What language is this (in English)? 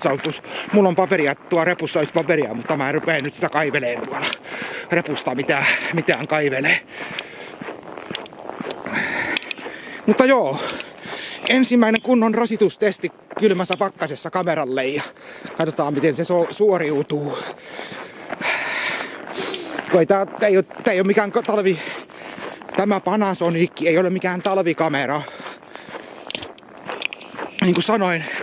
Finnish